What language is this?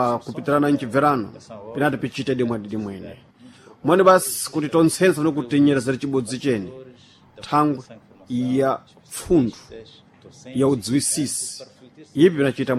Sena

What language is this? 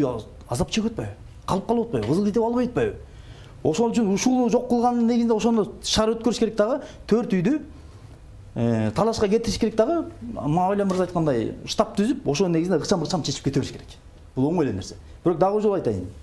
Kyrgyz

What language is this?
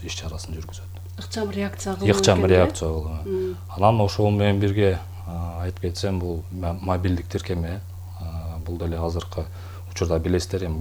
Kyrgyz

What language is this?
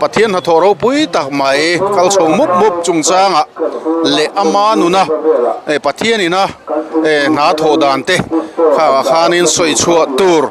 Mizo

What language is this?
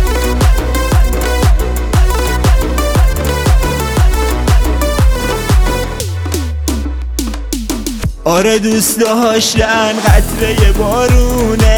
Persian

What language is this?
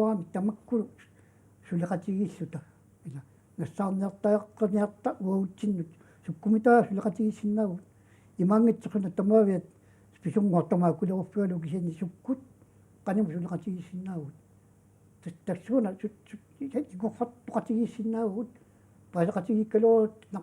Kalaallisut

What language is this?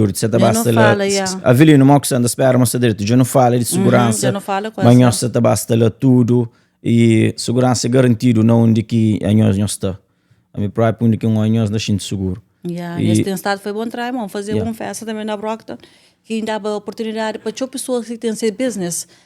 Kabuverdianu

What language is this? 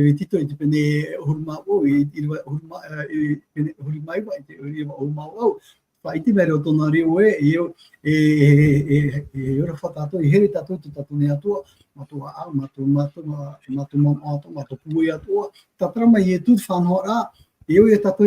Tahitian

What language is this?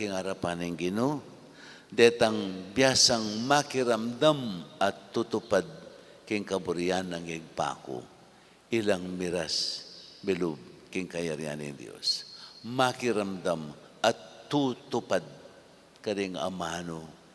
Pampanga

